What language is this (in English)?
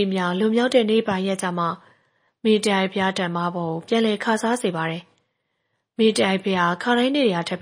Burmese